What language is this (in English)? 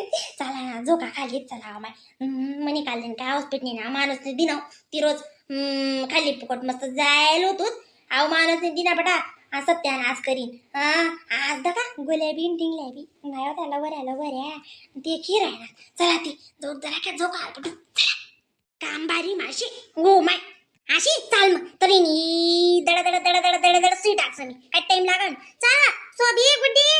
Khandesi